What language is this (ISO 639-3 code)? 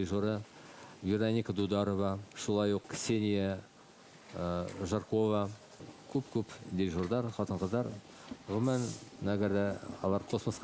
bak